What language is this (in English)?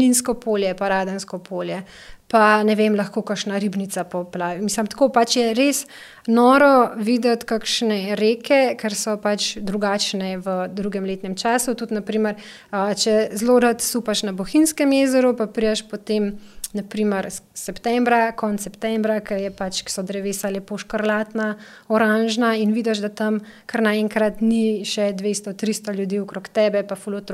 Slovenian